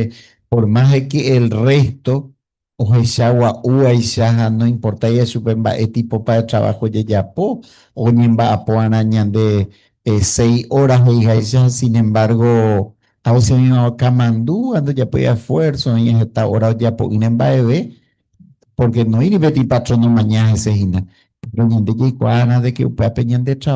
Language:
Guarani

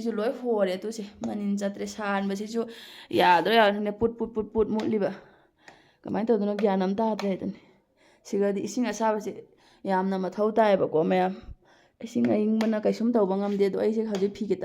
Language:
Manipuri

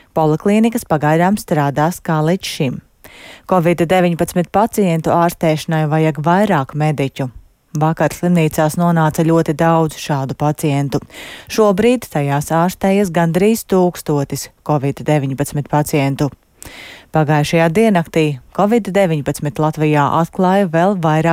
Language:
Latvian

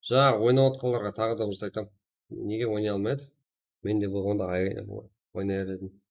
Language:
Kara-Kalpak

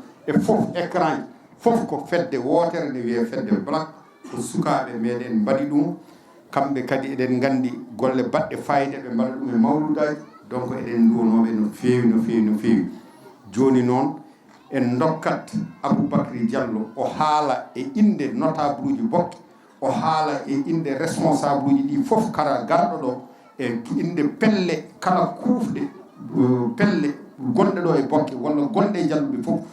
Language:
Fula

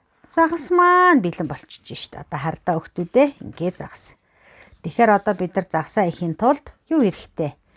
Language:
Mongolian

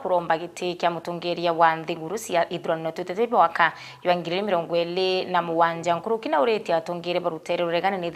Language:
Meru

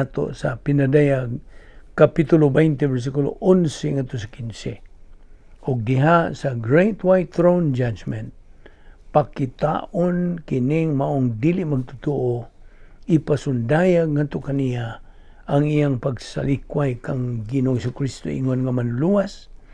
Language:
Cebuano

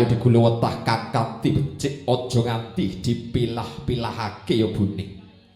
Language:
Javanese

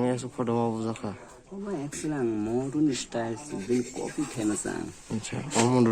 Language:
Kok Borok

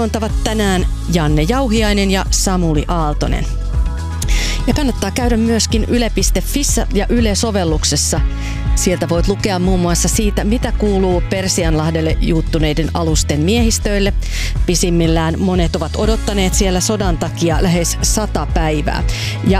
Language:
Finnish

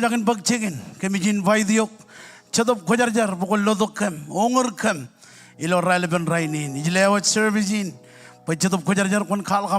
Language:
Marshallese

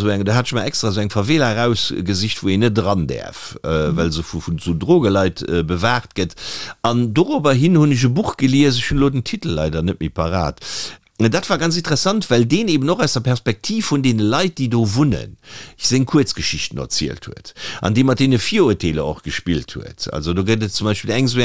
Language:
Luxembourgish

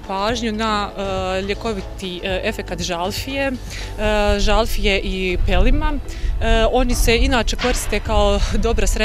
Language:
Bosnian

